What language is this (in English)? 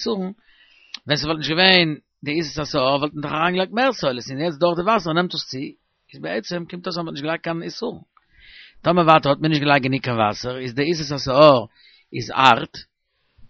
Yiddish